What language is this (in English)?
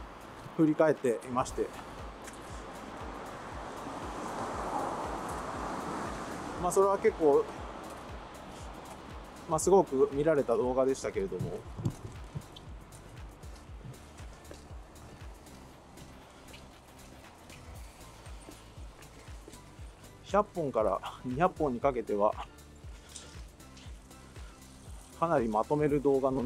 Japanese